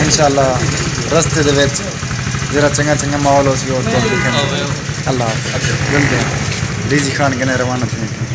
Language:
Saraiki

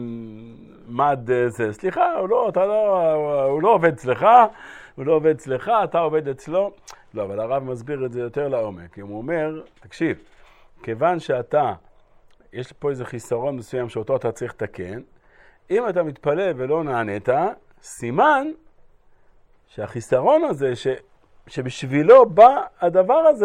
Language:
Hebrew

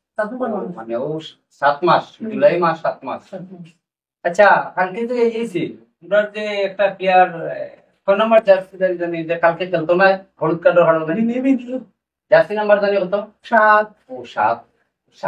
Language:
Sylheti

